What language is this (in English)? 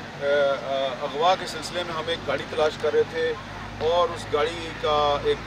Urdu